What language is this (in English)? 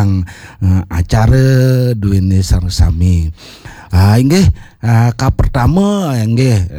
Balinese